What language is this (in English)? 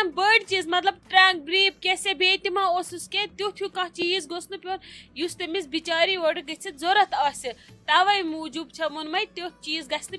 Kashmiri